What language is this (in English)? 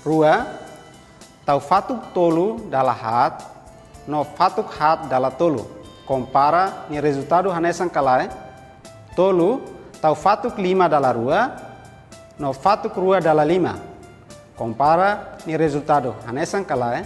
Tetum